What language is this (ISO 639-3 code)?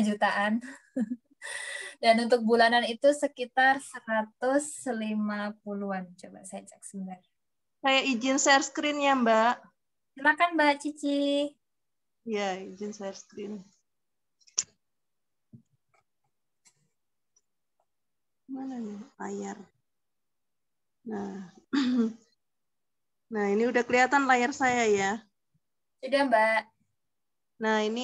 ind